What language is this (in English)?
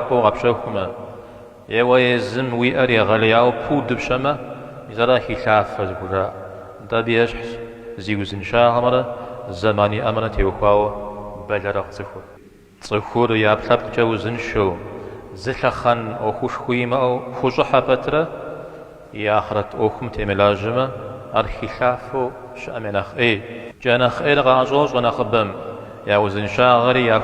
Kabardian